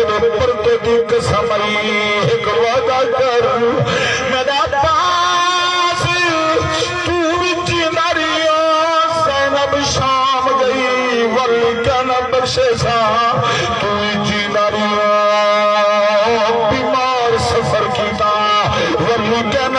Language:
Saraiki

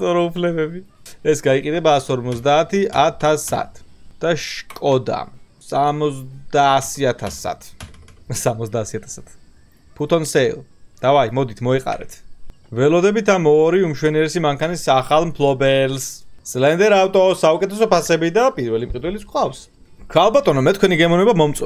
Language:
Georgian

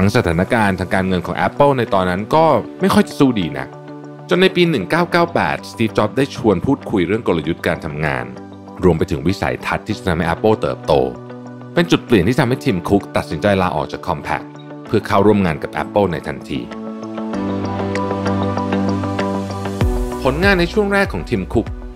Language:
Thai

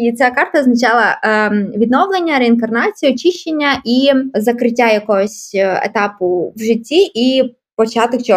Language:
Ukrainian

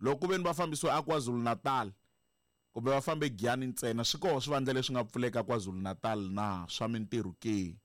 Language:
Tsonga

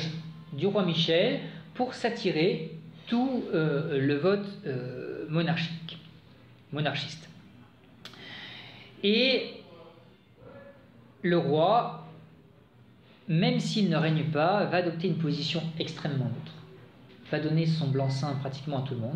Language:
French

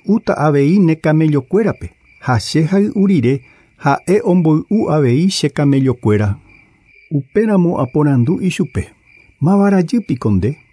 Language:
Guarani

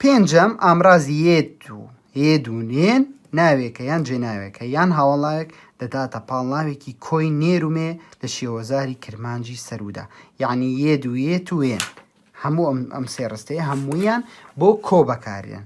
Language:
Central Kurdish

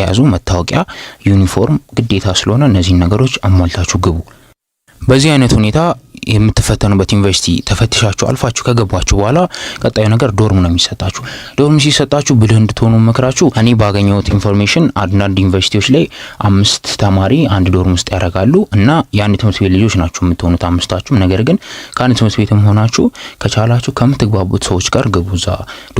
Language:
Amharic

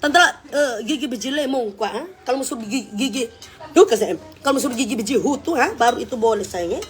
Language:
Manado Malay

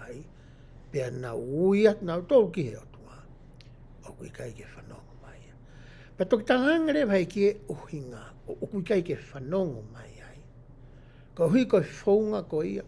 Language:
Tongan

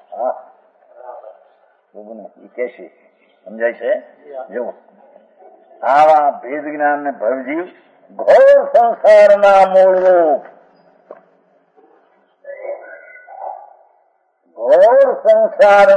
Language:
Gujarati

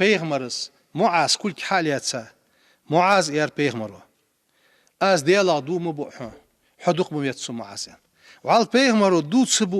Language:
Ingush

